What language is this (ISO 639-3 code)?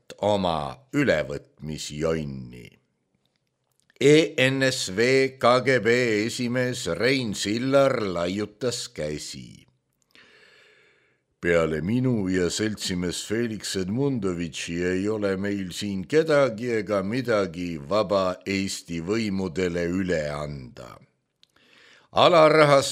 est